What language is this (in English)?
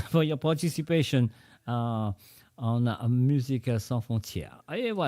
Morisyen